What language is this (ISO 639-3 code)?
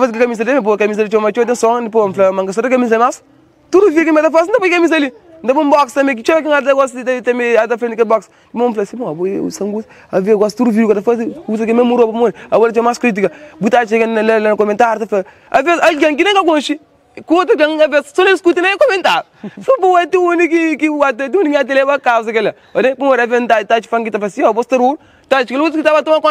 kea